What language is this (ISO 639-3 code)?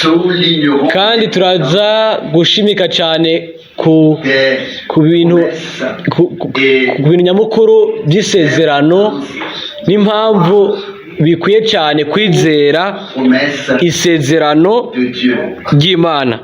run